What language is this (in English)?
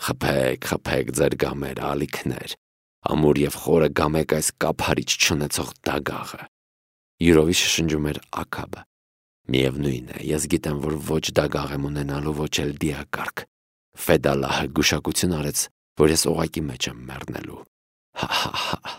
Armenian